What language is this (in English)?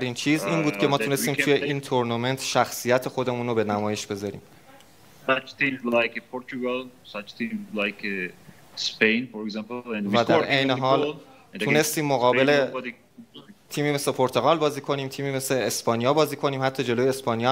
Persian